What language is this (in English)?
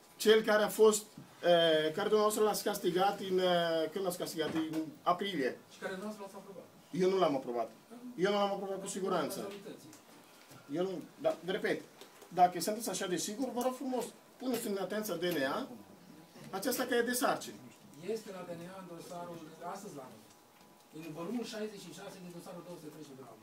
Romanian